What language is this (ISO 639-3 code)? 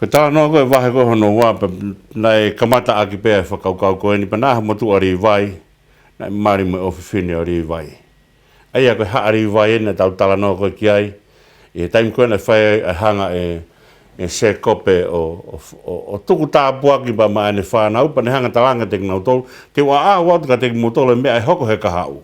ton